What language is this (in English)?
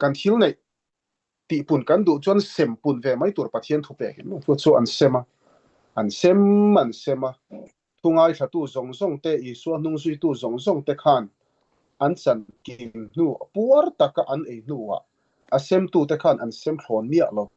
Mizo